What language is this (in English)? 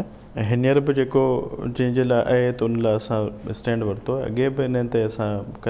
Sindhi